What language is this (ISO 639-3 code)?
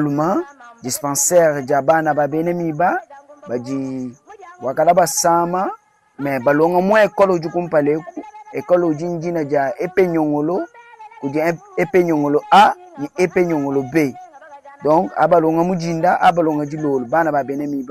lua